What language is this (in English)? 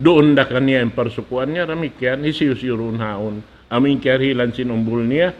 Tausug